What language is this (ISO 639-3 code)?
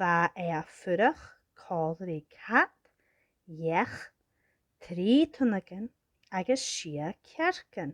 gla